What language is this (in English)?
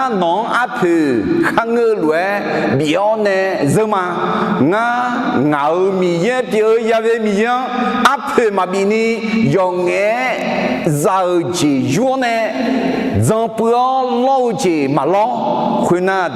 Akha